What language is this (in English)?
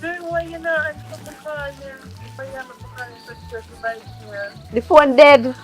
Jamaican Creole English